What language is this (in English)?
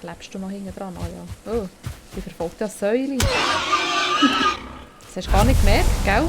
Swiss German